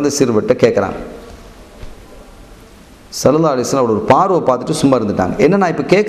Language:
Tamil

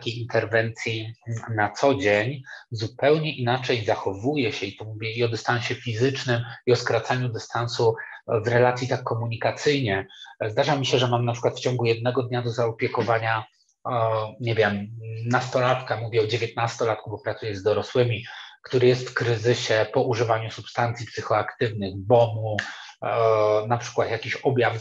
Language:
Polish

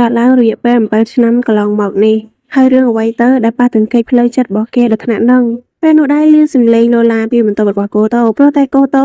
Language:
Khmer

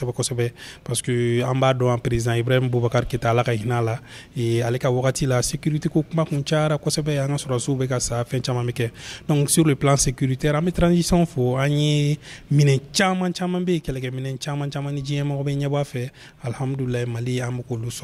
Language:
Bambara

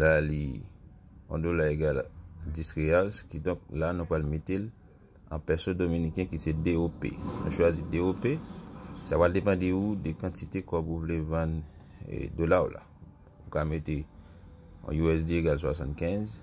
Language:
Haitian Creole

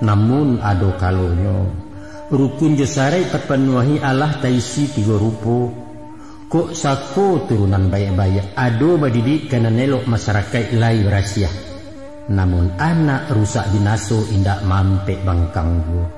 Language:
Minangkabau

